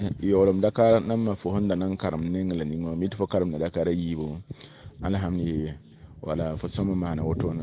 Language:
Mossi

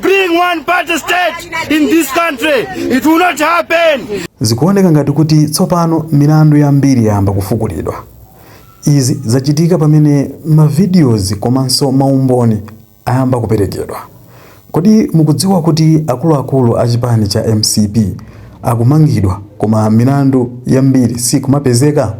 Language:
Nyanja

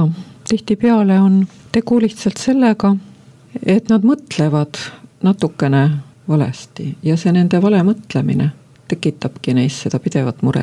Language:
Estonian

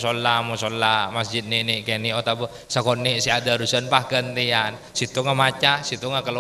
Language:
Madurese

